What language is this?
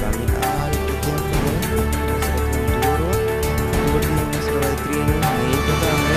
Papiamento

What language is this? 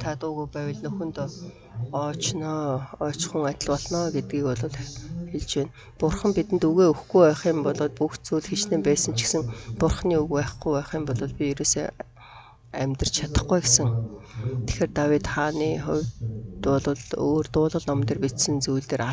Mongolian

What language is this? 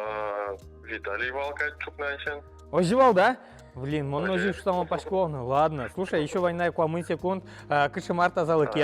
Udmurt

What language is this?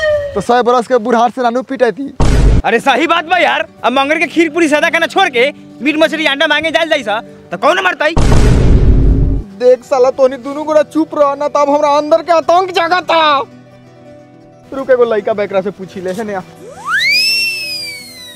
Bhojpuri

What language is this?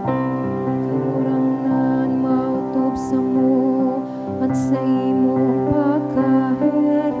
Bikol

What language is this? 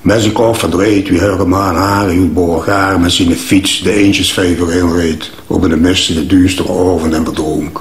Limburgish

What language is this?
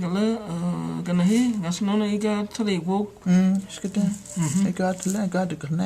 Cherokee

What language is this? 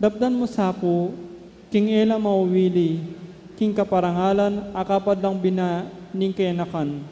Pampanga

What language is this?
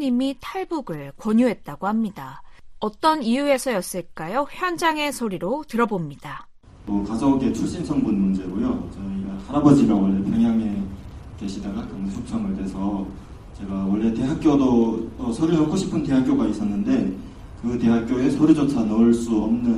Korean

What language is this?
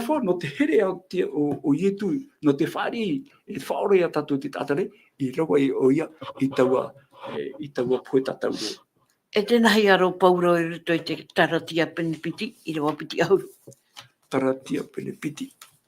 Tahitian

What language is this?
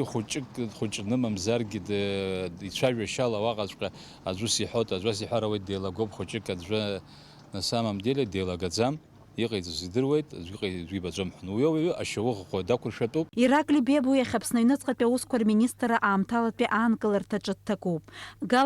Abkhazian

